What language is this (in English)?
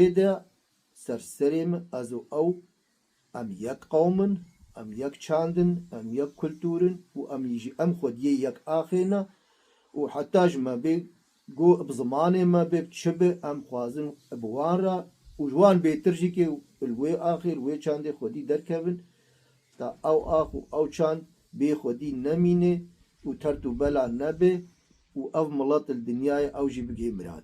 Kurdish